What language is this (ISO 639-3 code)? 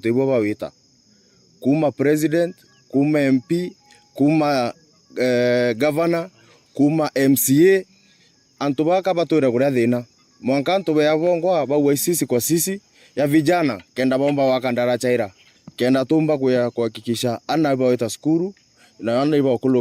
mer